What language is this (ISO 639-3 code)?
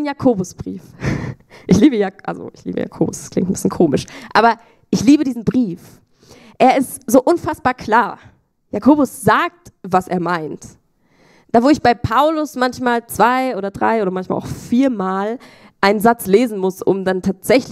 gsw